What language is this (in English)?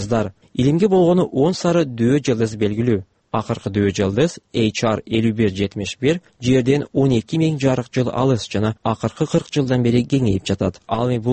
Kyrgyz